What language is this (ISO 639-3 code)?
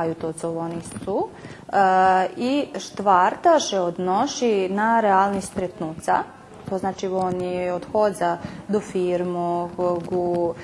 rue